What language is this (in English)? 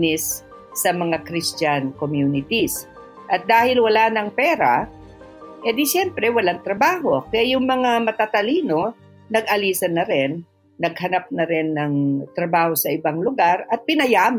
Filipino